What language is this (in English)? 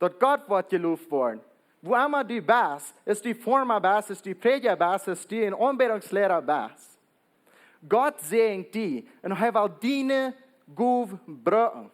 Plautdietsch